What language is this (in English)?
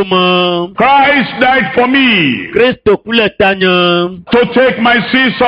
Ewe